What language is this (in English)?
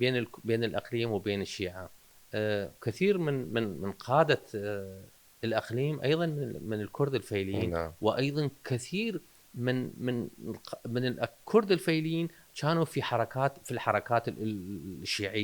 Mesopotamian Arabic